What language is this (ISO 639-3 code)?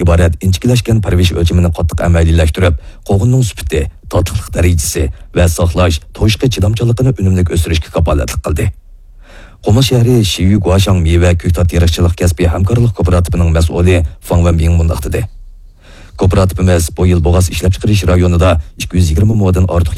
uig